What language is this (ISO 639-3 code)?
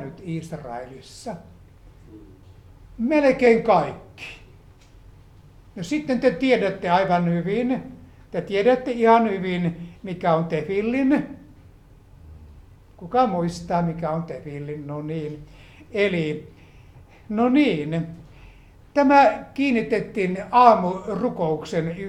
fin